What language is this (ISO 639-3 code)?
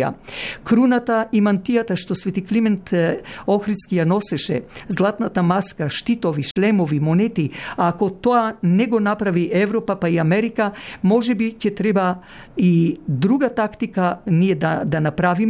mkd